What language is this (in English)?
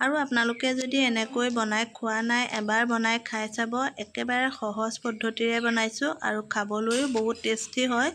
Assamese